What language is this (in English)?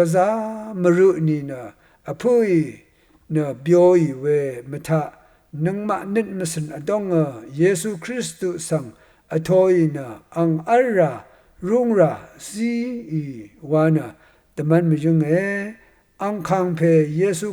Rawang